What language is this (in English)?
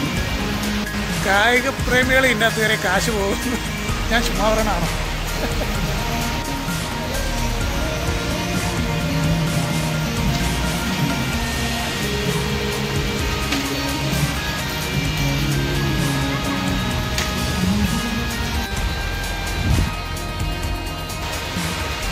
Malayalam